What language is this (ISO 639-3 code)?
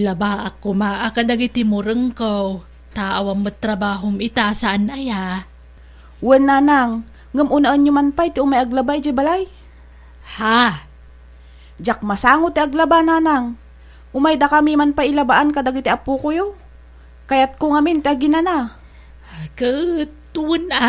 ilo